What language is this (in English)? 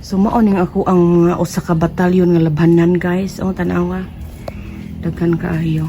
Cebuano